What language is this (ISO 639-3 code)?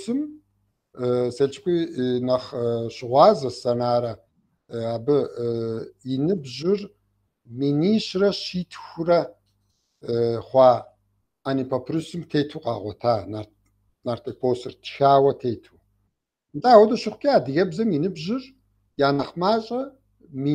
kbd